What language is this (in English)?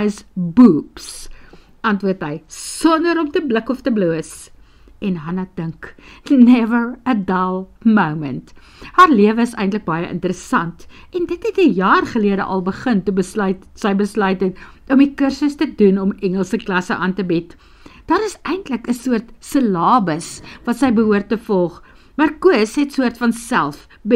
Afrikaans